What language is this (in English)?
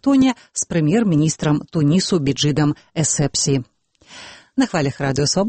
Belarusian